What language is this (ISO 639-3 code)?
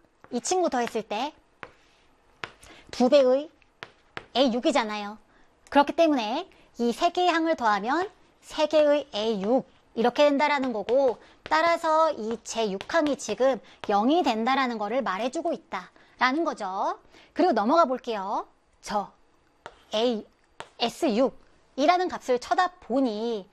kor